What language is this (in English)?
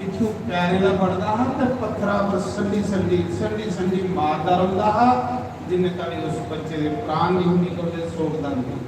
Dogri